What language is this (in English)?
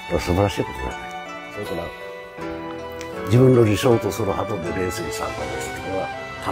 Japanese